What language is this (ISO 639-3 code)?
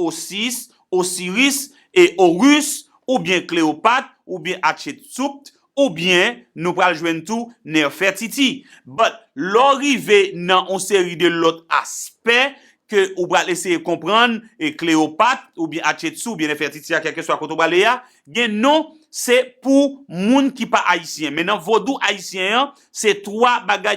hat